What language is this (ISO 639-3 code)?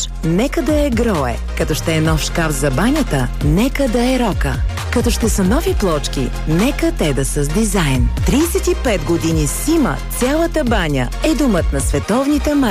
bul